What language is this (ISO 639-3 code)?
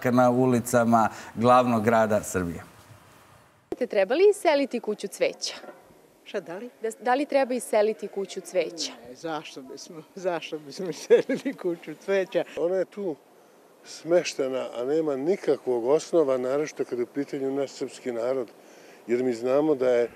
srp